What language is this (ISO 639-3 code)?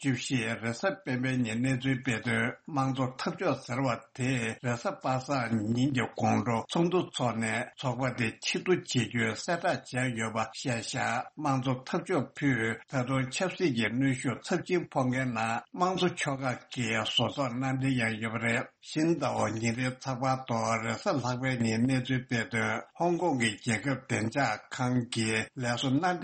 bod